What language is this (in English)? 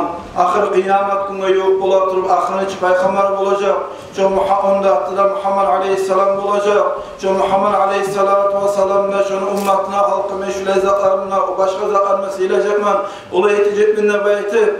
Kumyk